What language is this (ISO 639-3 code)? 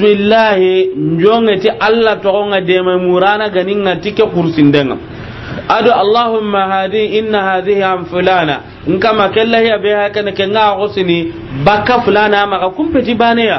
snk